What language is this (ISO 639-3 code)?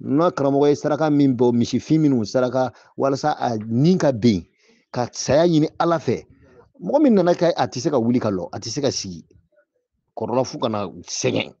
bam